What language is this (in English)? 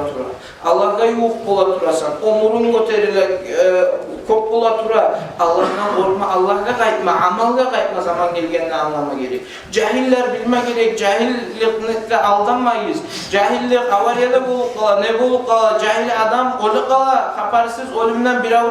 Kumyk